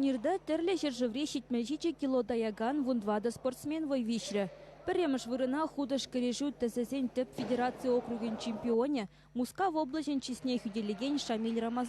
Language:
Chuvash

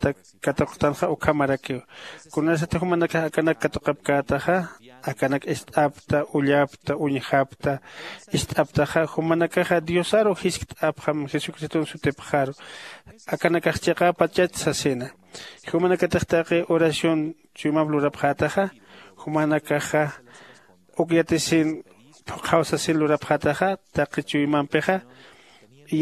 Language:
Aymara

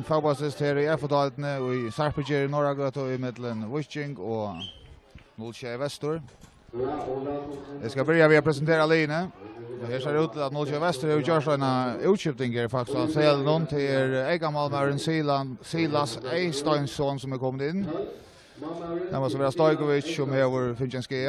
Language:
Faroese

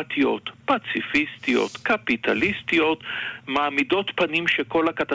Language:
Hebrew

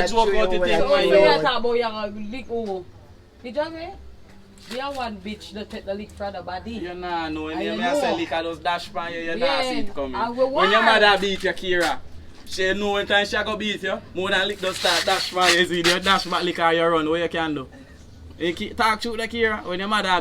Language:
Jamaican Creole English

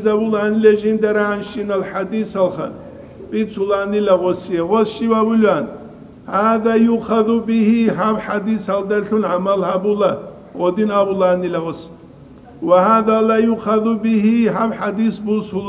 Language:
Avaric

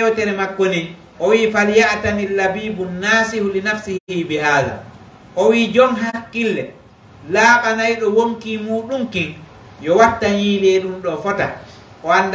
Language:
Pular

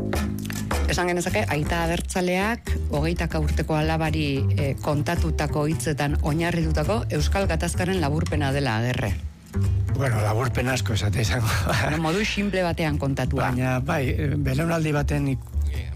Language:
Basque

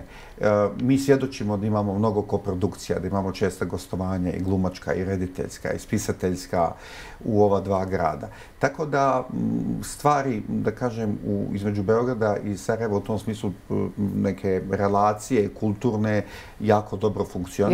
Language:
Bosnian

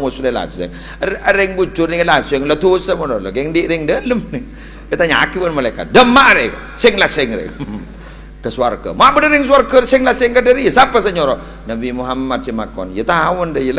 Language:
Madurese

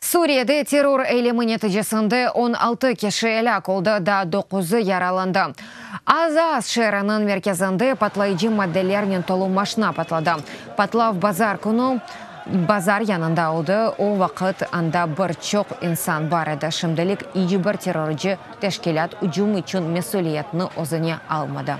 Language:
Crimean Tatar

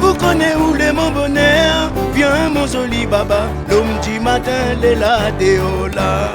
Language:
Réunion Creole French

